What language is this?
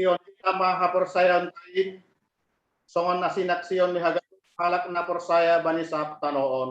Batak Simalungun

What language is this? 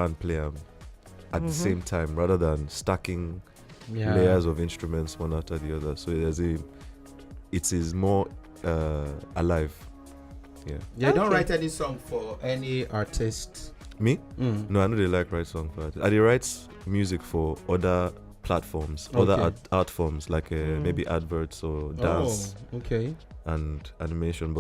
Nigerian Pidgin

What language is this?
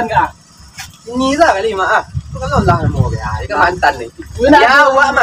Minangkabau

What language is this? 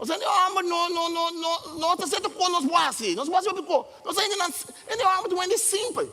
Papiamento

